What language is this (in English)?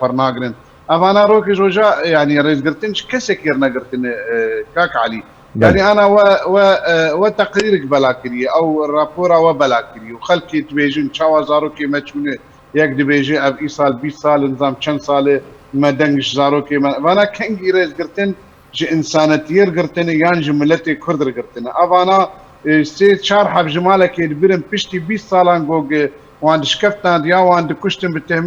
Kurdish